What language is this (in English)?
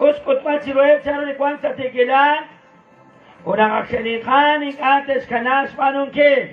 Kekchí